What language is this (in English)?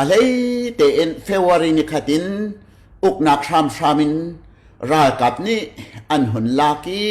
Hakha Chin